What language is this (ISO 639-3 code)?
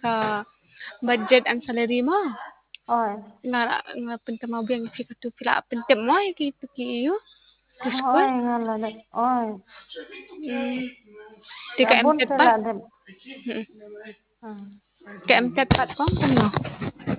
kha